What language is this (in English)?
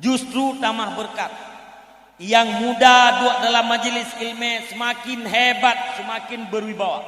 Achinese